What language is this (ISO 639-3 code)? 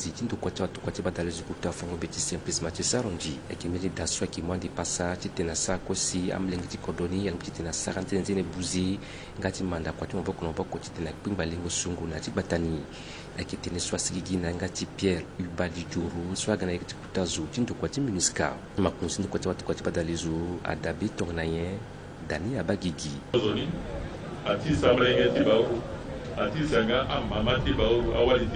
sag